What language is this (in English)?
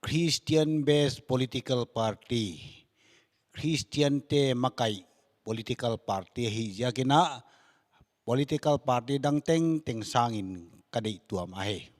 Paite Chin